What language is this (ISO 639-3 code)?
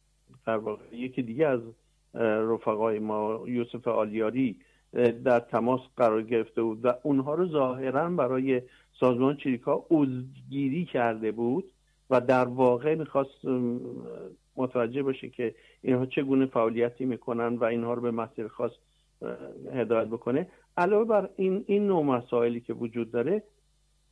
fas